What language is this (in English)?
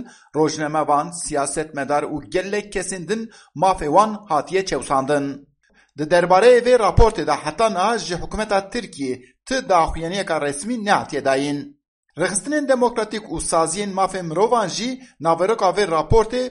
Kurdish